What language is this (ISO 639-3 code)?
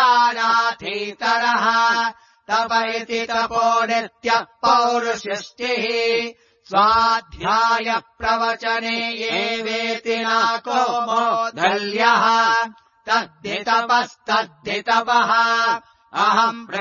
san